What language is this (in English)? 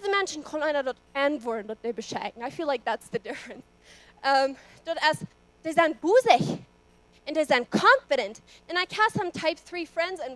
Plautdietsch